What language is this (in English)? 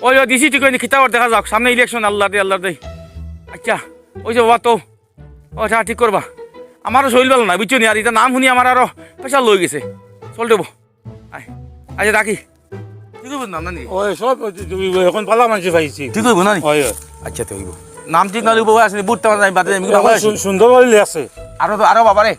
Sylheti